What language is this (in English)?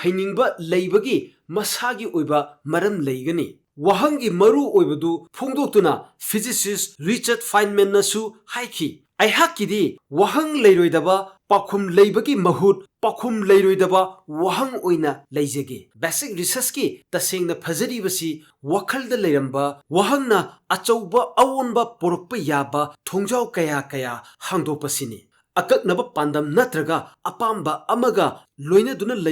Manipuri